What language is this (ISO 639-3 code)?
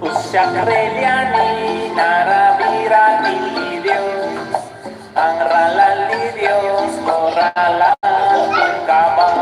kek